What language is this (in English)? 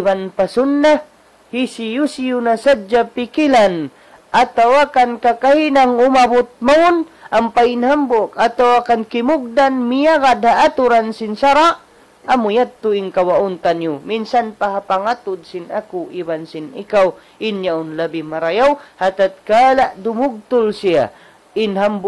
Tausug